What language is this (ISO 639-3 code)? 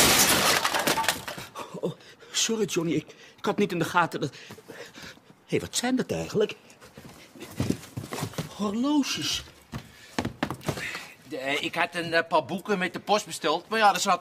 nld